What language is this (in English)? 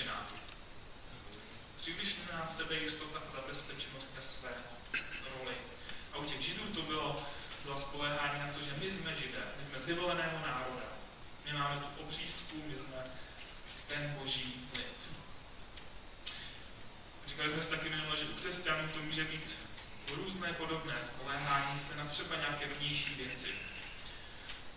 Czech